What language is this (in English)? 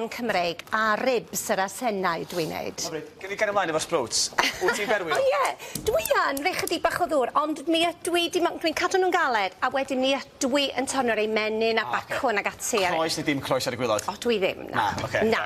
Welsh